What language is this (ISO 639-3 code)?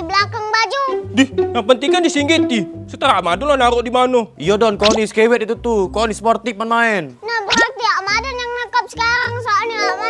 mui